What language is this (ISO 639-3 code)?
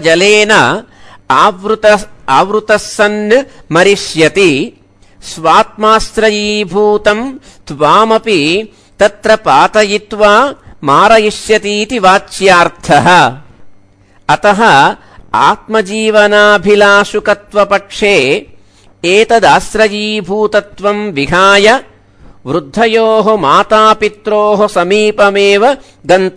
san